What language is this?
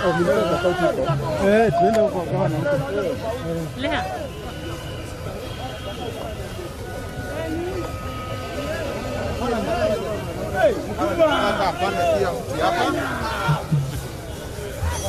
Swahili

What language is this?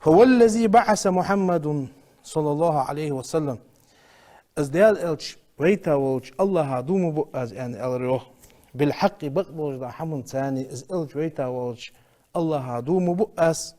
Ingush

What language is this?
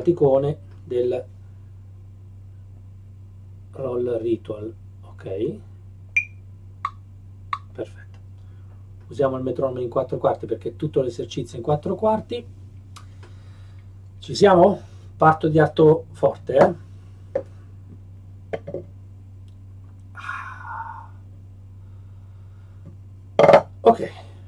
Italian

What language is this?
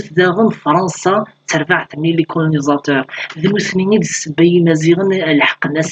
Kabyle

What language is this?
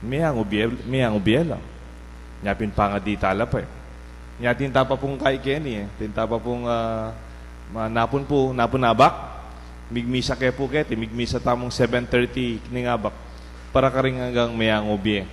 Pampanga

